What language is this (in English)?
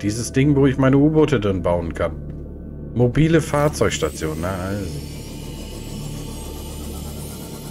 German